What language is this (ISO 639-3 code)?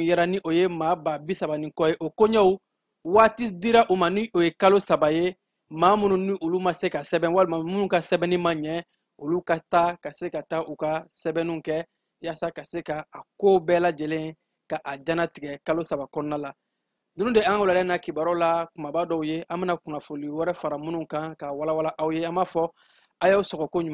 bam